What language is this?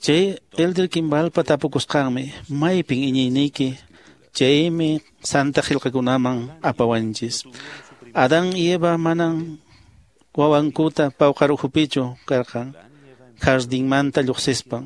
Quechua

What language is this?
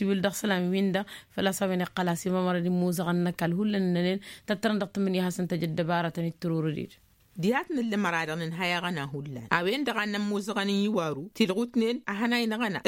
Tamasheq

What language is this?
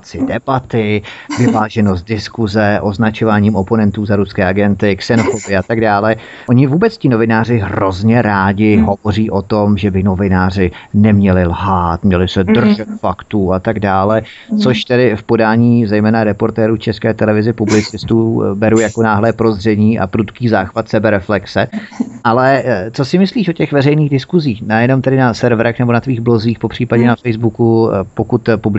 Czech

